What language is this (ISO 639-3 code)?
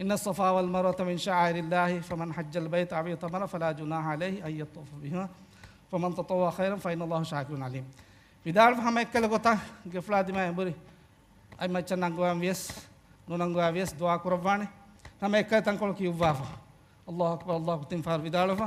div